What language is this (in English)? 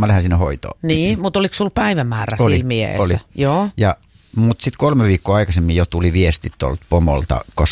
Finnish